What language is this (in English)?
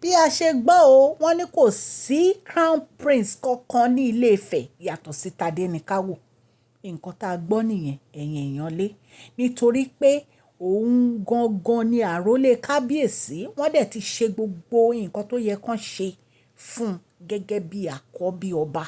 Yoruba